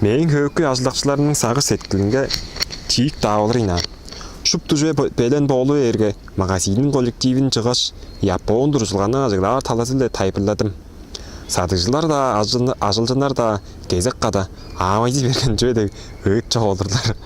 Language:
Tuvinian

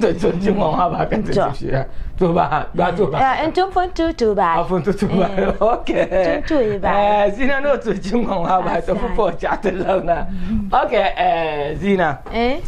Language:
Dagbani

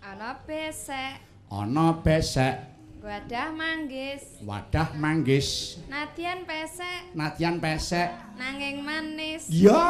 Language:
Javanese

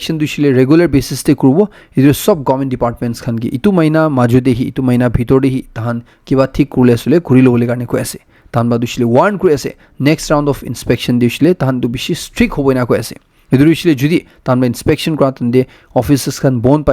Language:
Naga Pidgin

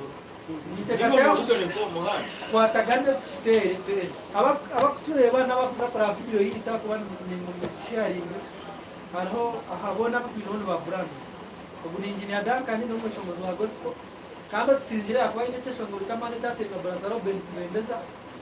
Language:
Nyankole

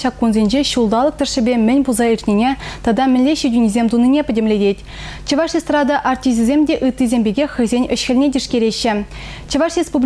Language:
Chuvash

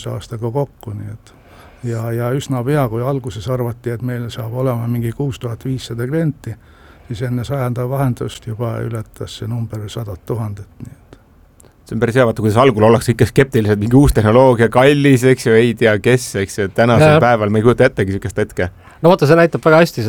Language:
Estonian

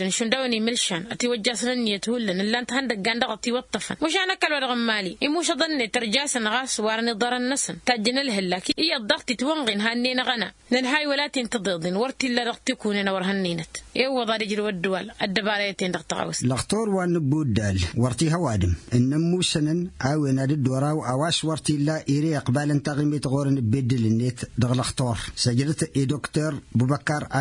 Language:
Tamasheq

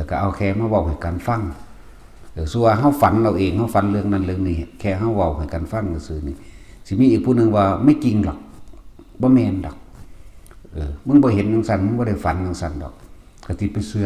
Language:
Northeastern Thai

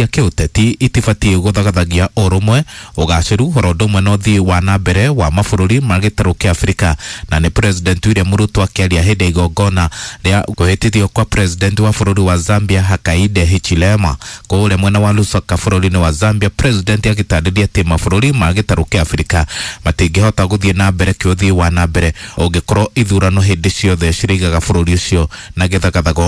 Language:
Kikuyu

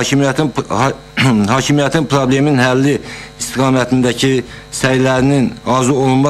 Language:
Azerbaijani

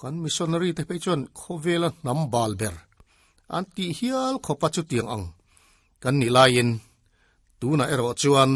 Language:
Mizo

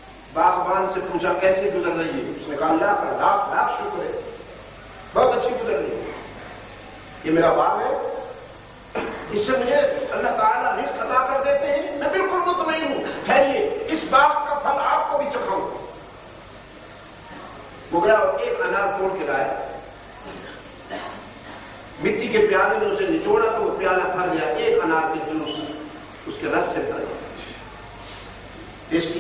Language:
Urdu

